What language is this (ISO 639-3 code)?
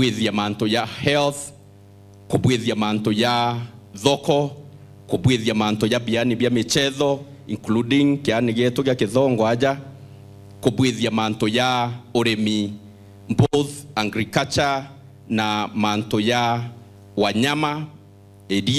mer